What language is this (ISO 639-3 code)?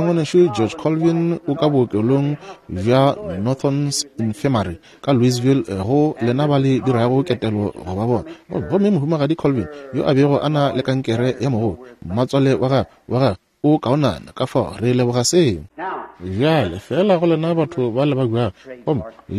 nso